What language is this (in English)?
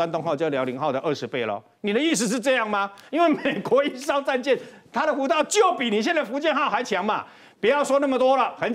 Chinese